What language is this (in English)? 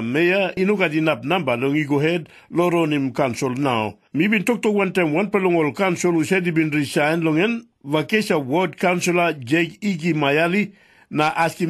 Tok Pisin